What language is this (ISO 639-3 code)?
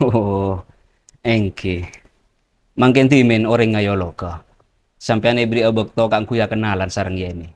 mad